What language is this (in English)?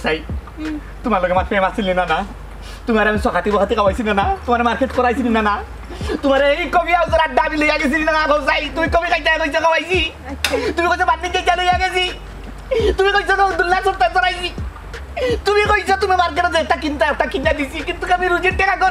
Sylheti